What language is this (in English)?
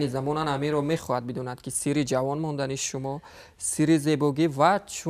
Tajik